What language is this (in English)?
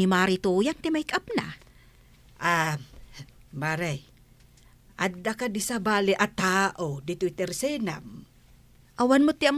Iloko